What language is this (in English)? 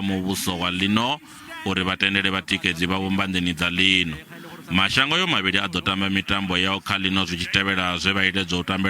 Venda